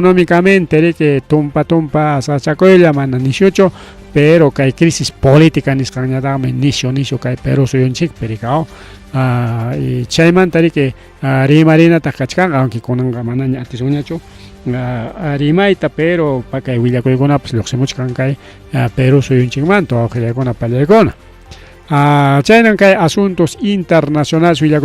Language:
Ayacucho Quechua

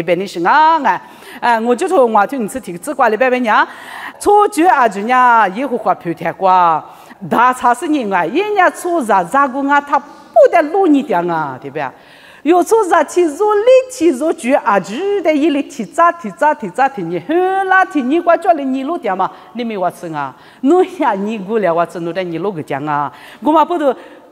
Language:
Lisu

